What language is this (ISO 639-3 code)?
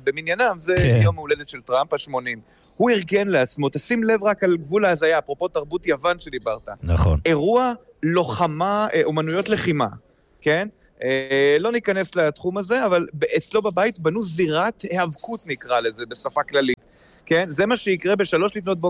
heb